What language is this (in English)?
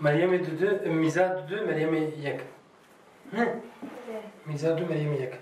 Kurdish